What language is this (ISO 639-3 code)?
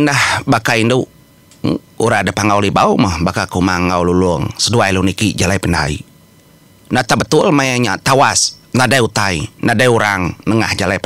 iba